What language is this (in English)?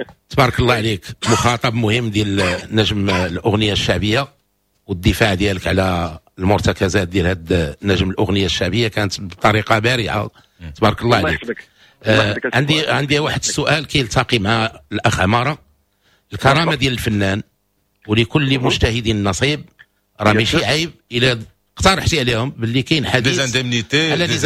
Moroccan Arabic